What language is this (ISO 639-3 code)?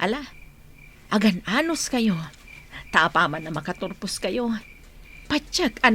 ilo